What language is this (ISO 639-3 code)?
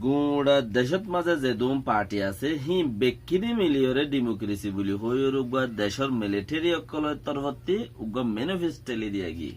rhg